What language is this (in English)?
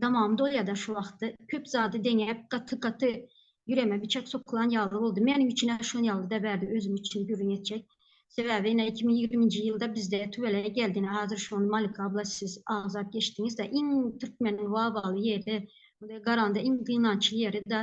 Turkmen